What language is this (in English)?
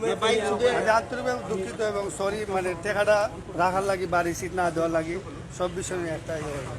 Sylheti